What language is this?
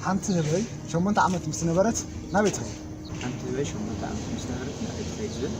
Tigrinya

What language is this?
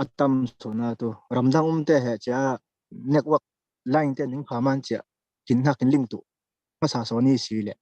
Falam Chin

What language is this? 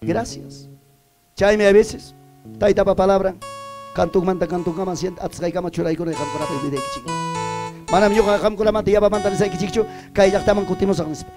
Ayacucho Quechua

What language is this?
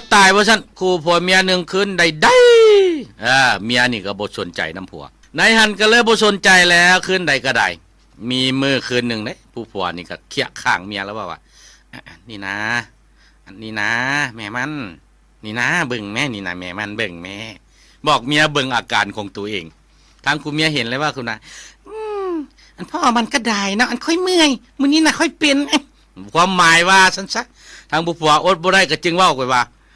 Lao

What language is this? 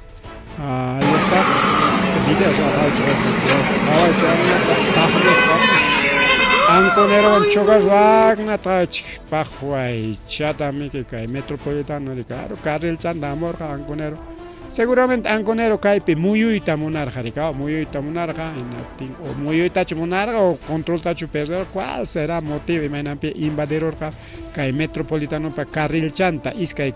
Ayacucho Quechua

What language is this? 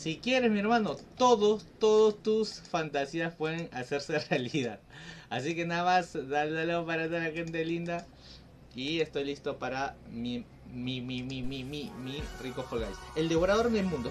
Spanish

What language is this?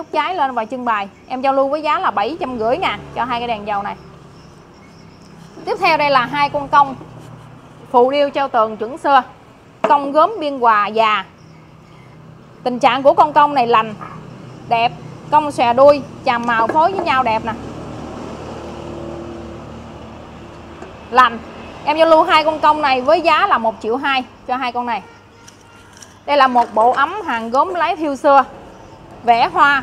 Vietnamese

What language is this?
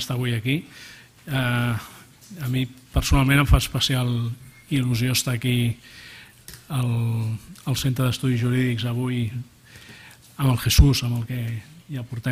Catalan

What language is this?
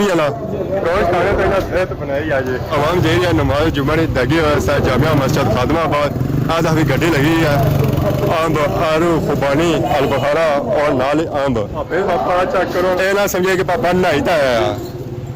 Pahari-Potwari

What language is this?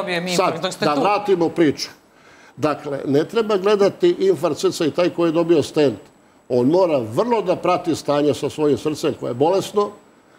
Serbian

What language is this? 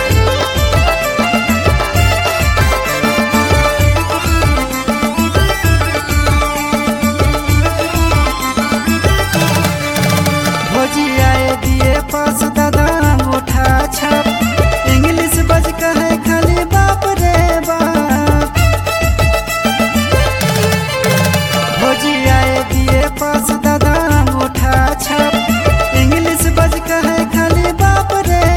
Bhojpuri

